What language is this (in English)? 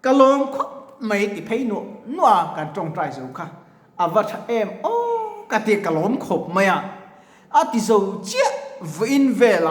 Mizo